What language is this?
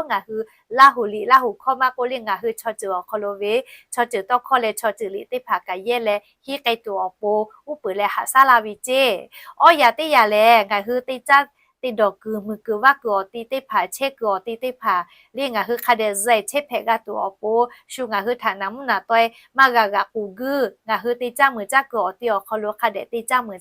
Lahu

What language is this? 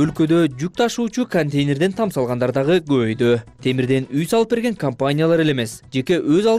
Kyrgyz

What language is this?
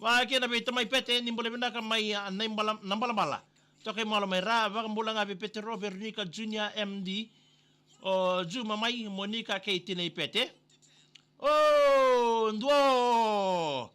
Fijian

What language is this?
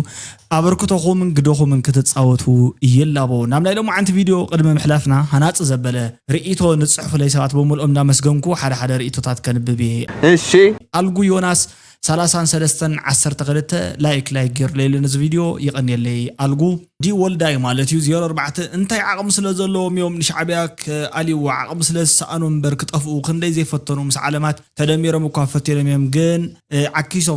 Tigrinya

